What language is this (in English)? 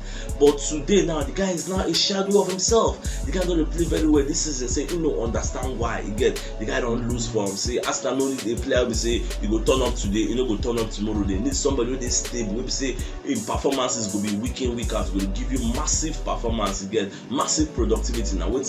Nigerian Pidgin